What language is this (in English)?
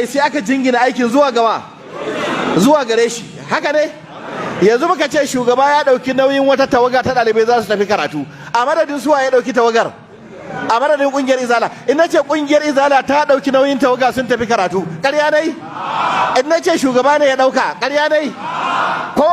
Hausa